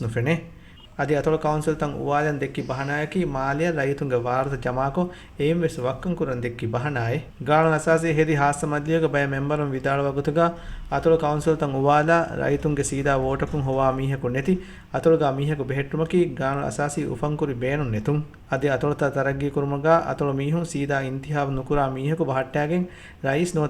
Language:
Divehi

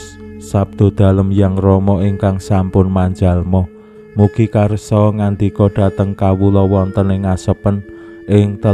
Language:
Javanese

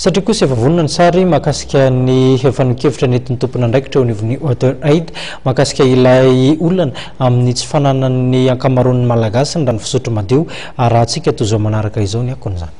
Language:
Malagasy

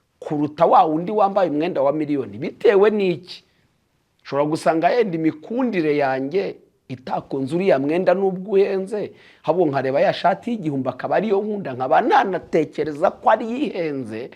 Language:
Kinyarwanda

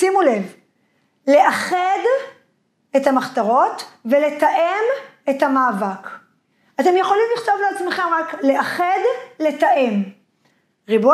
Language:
Hebrew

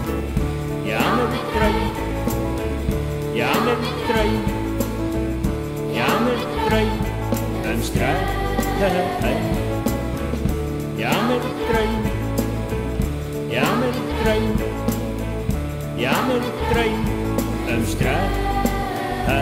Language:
Icelandic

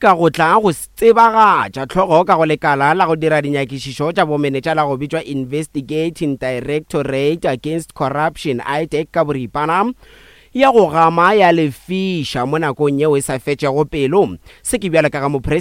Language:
Northern Sotho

